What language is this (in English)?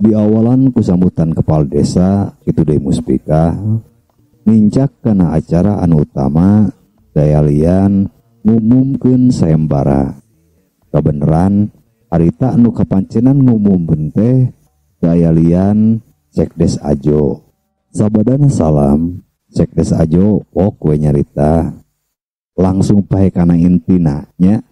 Sundanese